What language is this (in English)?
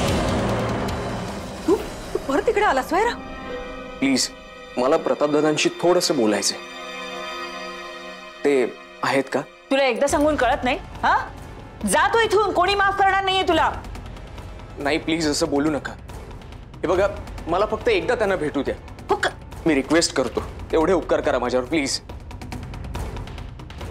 Marathi